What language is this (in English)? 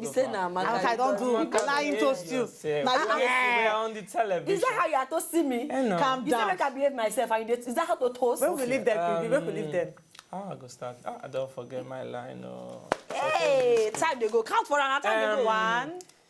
Nigerian Pidgin